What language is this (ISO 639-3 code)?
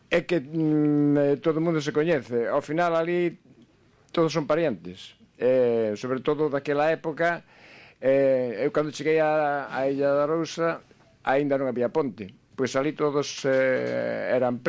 glg